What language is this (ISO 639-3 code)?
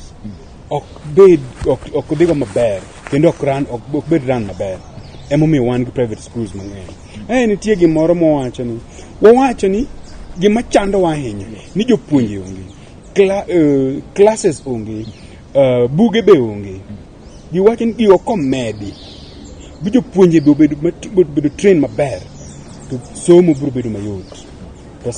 luo